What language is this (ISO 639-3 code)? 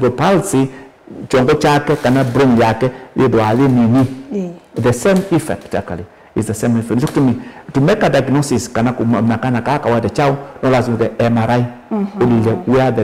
kam